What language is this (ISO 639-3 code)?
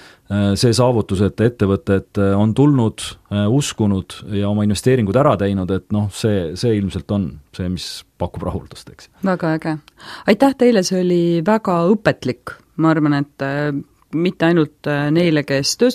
est